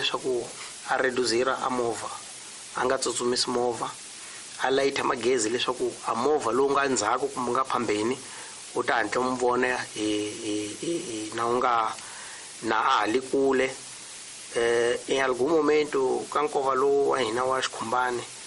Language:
Tsonga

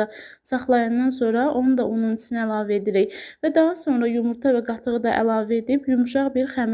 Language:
Azerbaijani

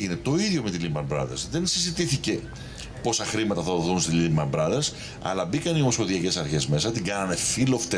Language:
Greek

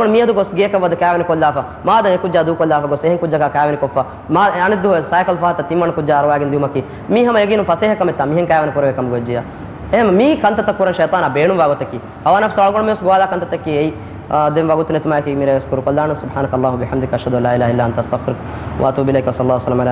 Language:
Divehi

